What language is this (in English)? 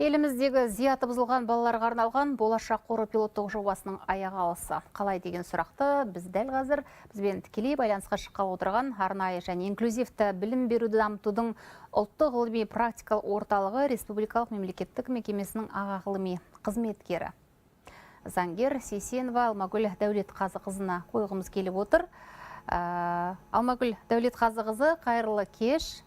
Kazakh